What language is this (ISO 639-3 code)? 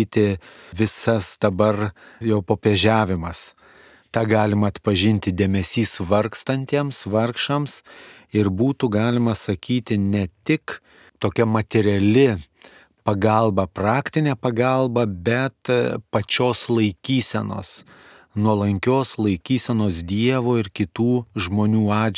lit